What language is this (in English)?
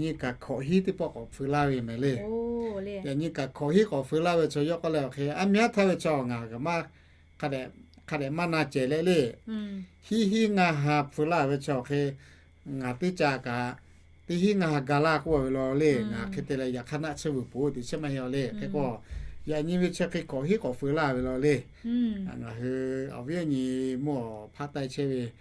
Lahu